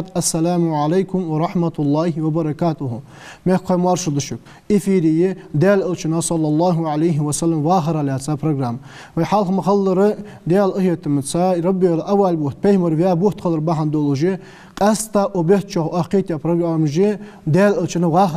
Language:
Ingush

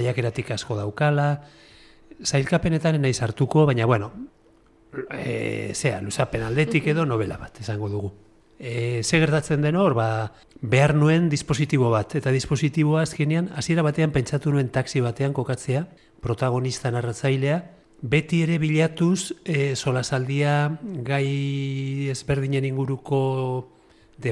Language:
Basque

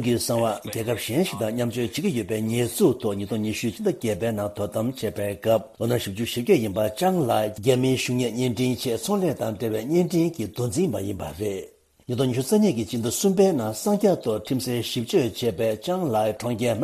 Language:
Tibetan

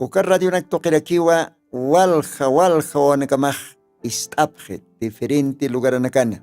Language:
Aymara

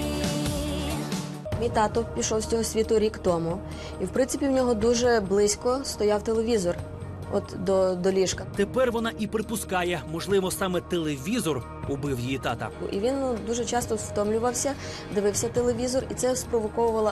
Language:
Ukrainian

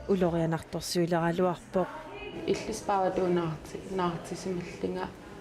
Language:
Kalaallisut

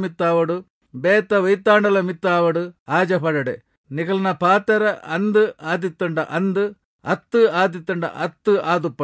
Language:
Tulu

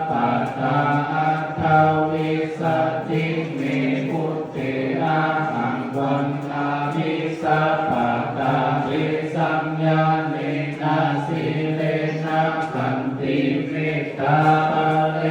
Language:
Pali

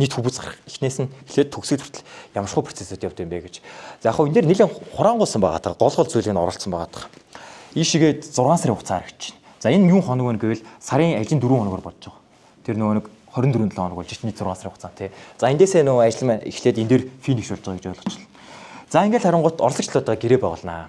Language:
Mongolian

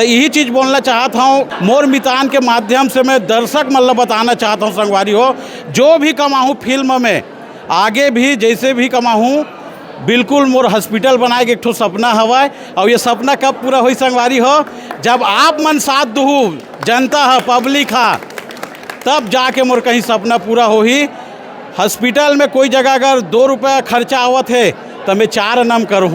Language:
Chhattisgarhi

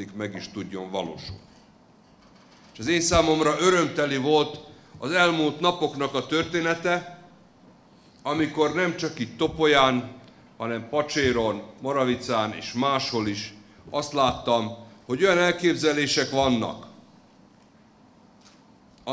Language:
Hungarian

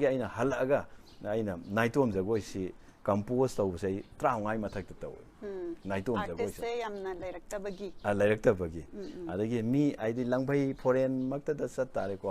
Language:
Manipuri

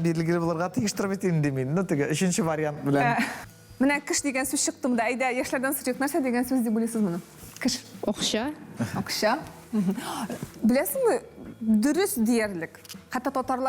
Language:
Tatar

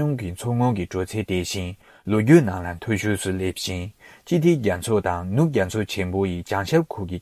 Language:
Tibetan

